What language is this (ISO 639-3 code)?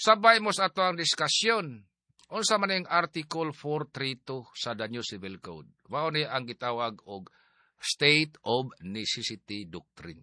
ceb